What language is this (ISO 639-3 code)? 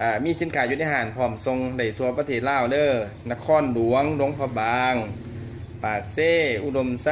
lao